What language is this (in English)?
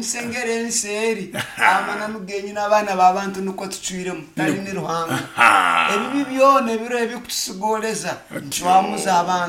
Nyoro